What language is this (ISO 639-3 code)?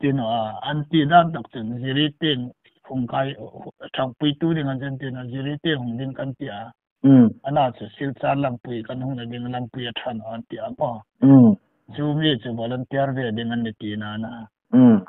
hmr